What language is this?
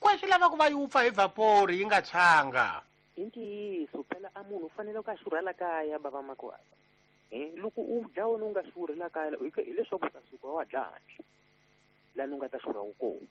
Tsonga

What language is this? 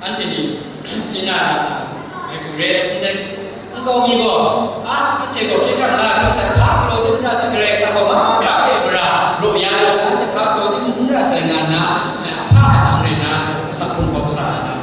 Kachin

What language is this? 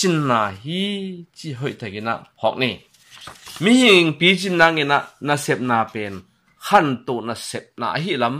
Tedim Chin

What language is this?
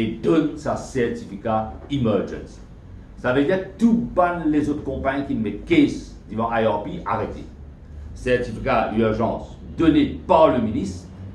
Morisyen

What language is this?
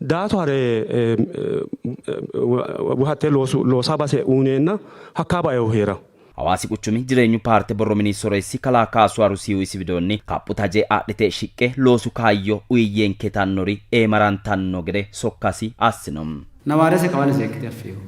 Sidamo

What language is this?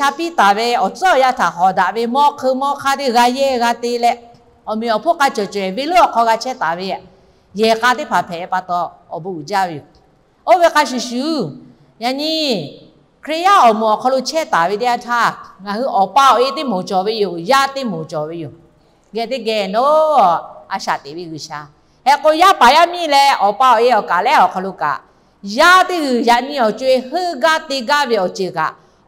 Lahu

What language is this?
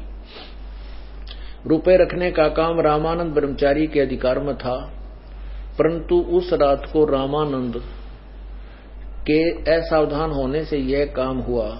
Hindi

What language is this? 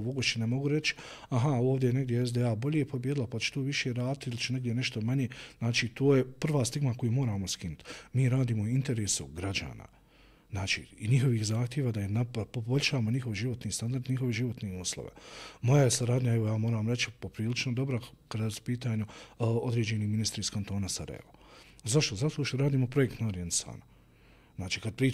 Bosnian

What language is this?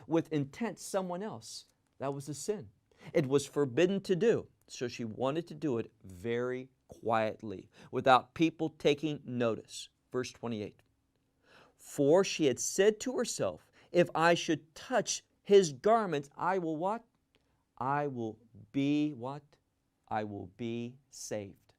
English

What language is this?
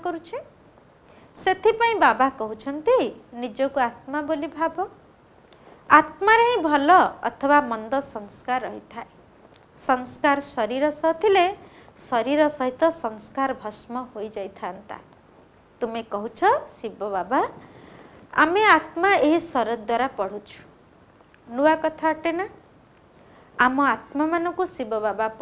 Odia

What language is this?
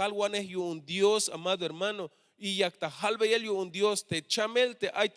Tzeltal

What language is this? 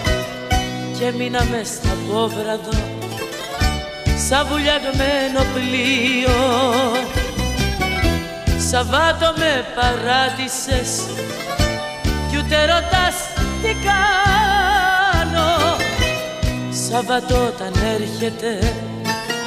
Greek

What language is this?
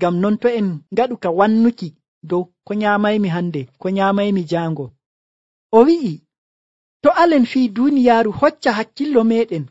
Nigerian Fulfulde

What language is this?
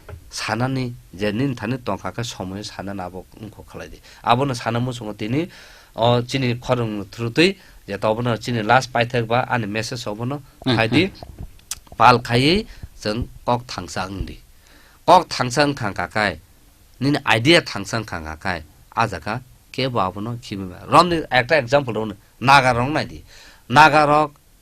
Kok Borok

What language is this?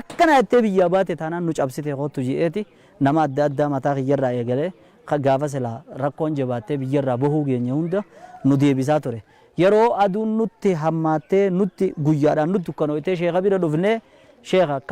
Oromo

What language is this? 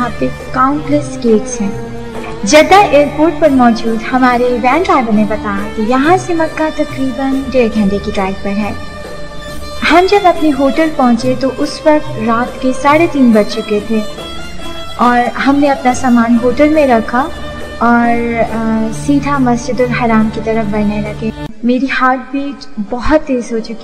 Urdu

